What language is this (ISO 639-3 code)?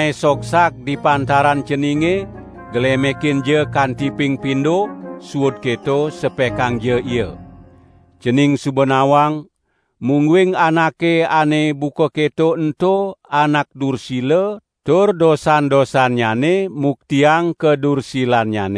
ban